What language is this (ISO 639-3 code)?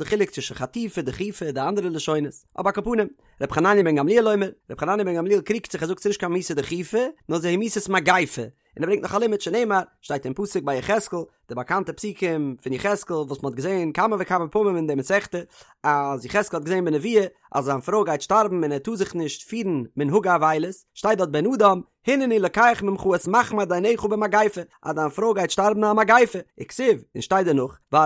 yid